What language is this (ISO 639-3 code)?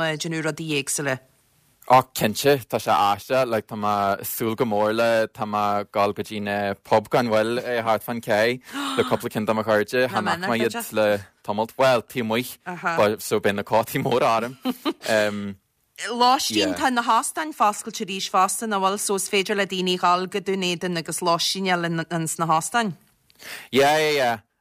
gle